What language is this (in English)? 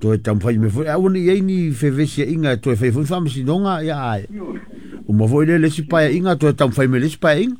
Samoan